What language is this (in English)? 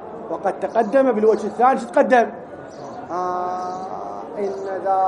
Arabic